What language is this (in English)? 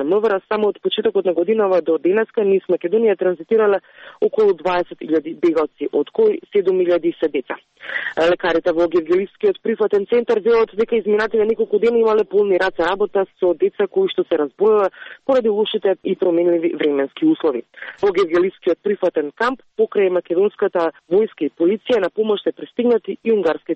Macedonian